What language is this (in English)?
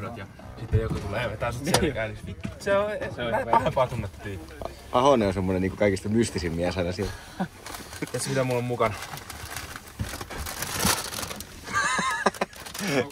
Finnish